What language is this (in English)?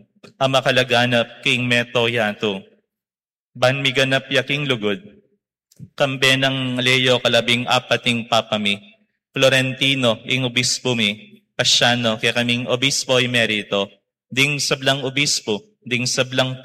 Pampanga